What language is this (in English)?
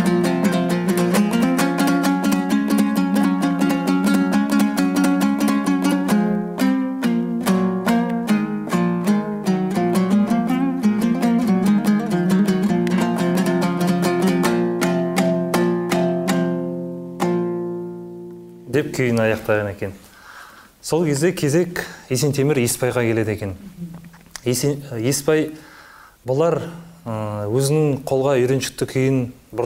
Kazakh